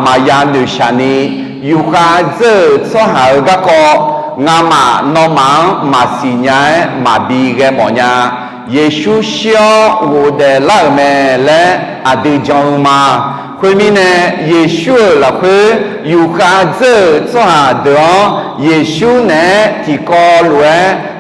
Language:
Akha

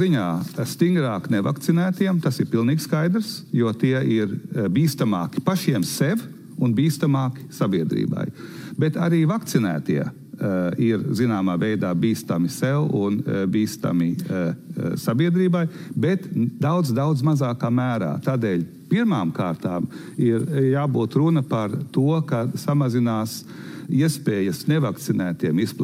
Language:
Latvian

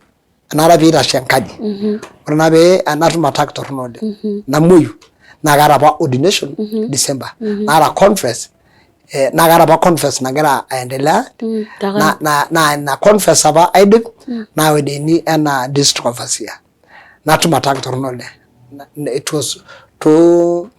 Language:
Masai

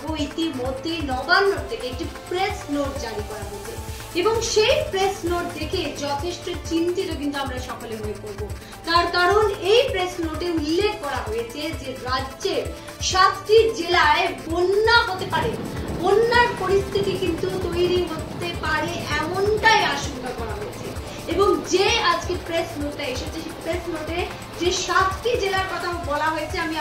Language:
Bangla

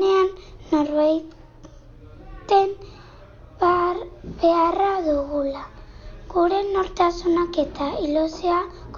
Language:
Basque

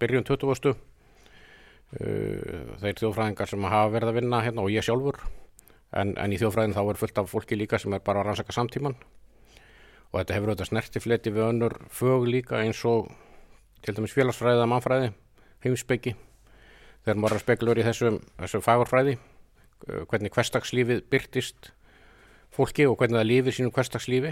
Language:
Icelandic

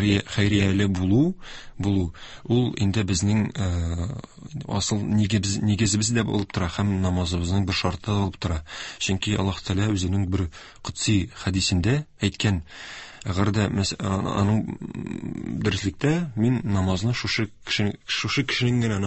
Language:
Tatar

